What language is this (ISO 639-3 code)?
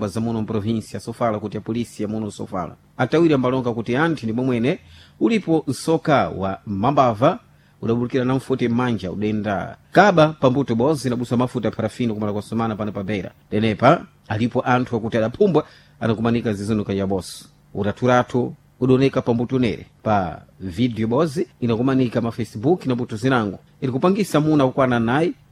seh